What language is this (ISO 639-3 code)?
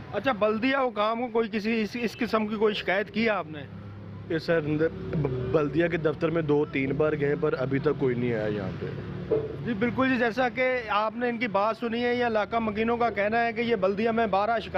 urd